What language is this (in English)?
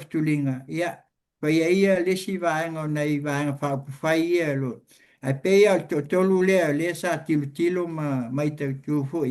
Samoan